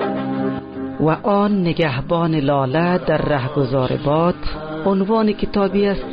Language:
Persian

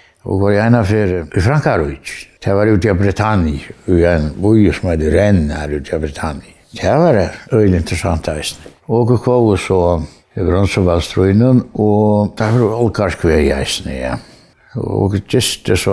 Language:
Faroese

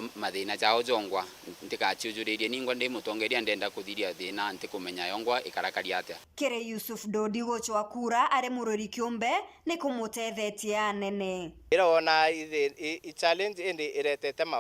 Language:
Meru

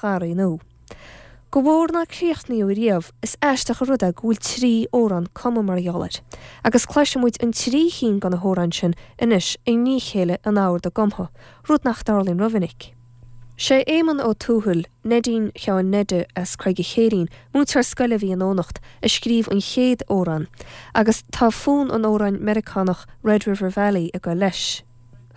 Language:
Irish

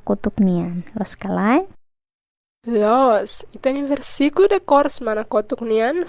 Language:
Tetum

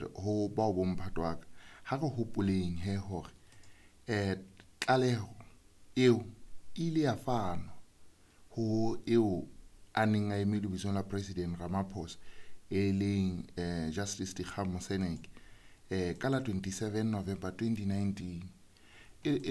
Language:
Southern Sotho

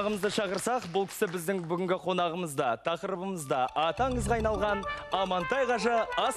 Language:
Kazakh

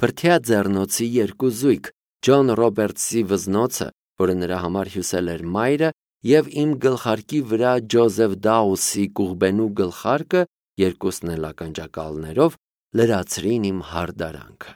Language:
Armenian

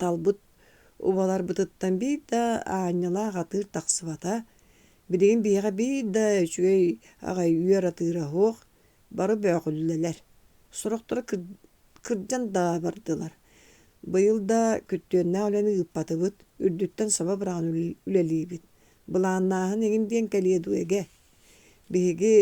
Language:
Yakut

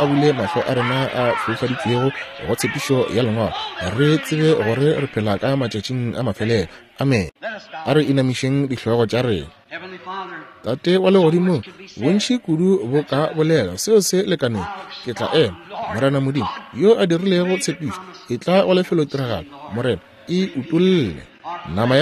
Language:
Northern Sotho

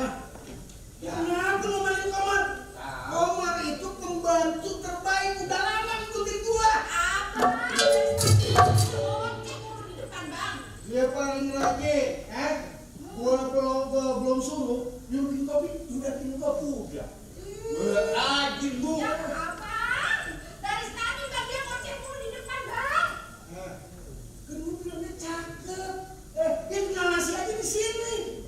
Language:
Betawi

